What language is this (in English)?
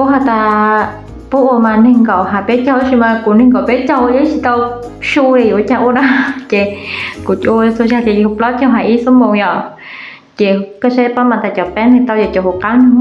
Hmong